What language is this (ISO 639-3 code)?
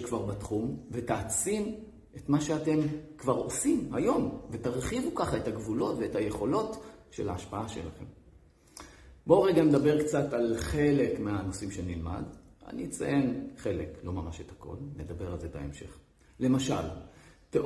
heb